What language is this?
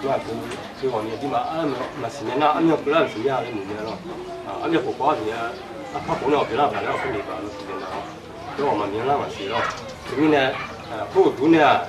Akha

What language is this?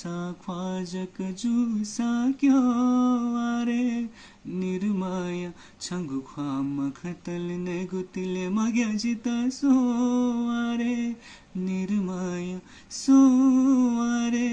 Newari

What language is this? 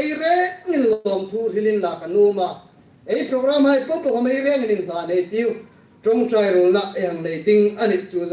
Hmar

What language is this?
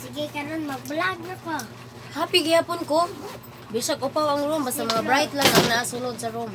Cebuano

